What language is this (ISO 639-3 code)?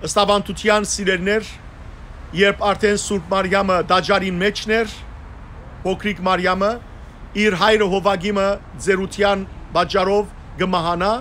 hyw